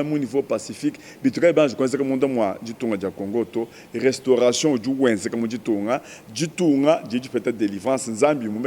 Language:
Luba-Lulua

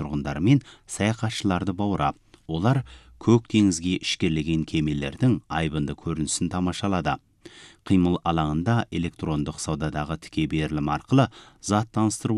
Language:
Kazakh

